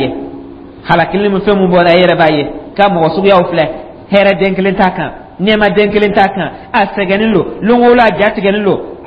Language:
Dyula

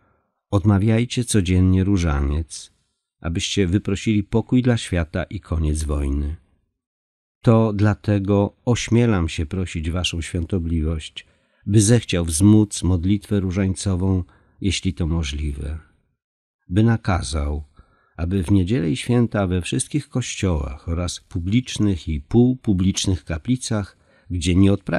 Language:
Polish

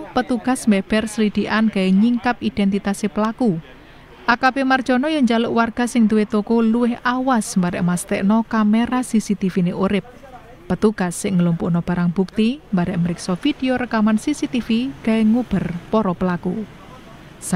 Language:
Javanese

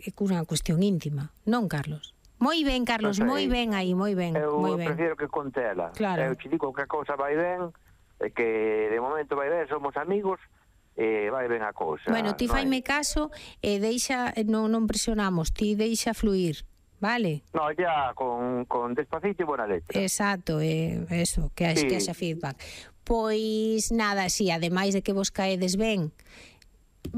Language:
Galician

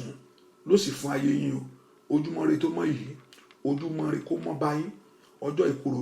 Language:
Yoruba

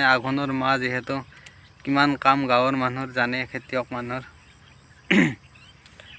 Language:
Assamese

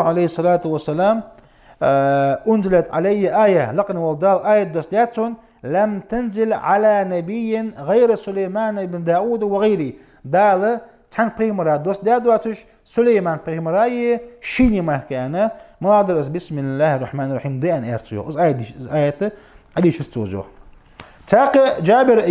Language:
Ingush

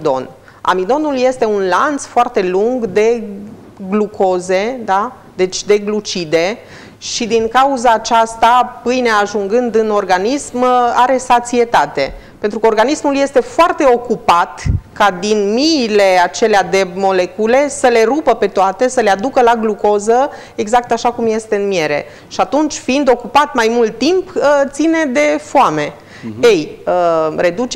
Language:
Romanian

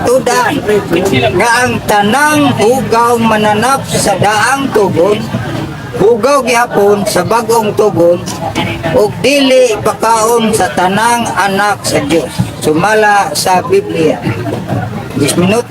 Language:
Cebuano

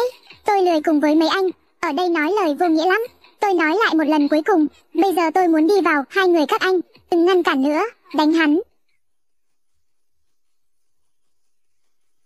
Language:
Vietnamese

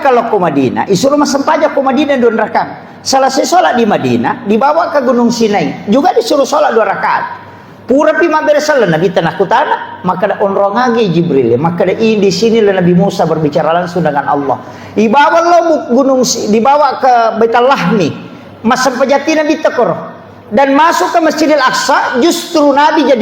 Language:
Buginese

